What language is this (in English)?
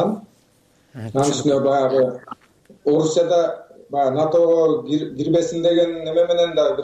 Kyrgyz